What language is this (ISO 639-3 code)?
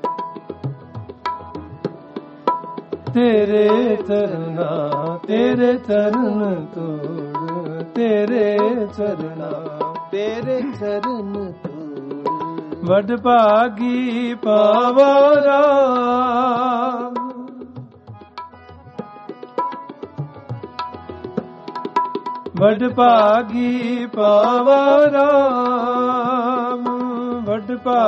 pan